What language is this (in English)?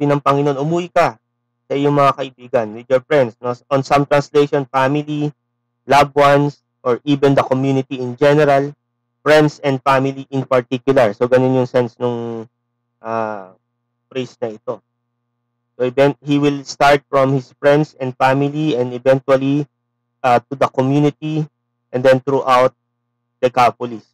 Filipino